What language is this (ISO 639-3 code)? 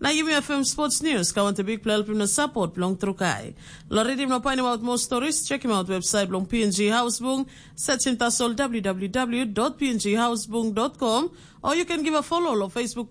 tpi